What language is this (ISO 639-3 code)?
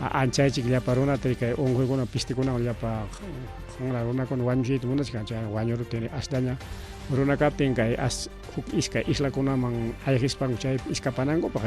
quy